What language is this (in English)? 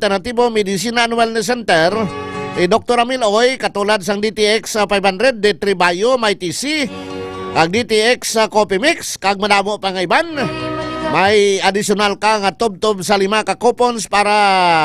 Hiligaynon